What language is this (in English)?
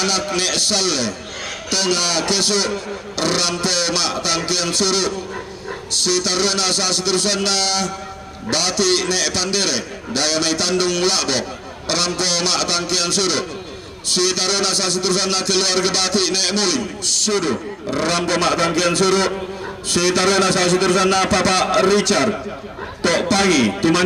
Toraja-Sa'dan